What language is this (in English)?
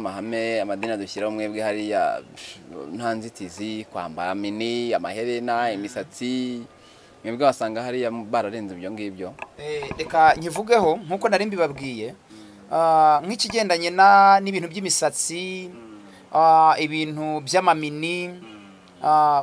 Kinyarwanda